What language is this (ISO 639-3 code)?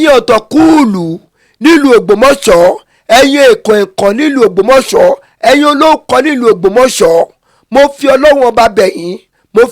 yor